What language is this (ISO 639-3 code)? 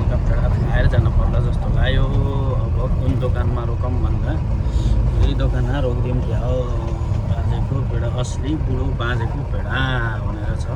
nep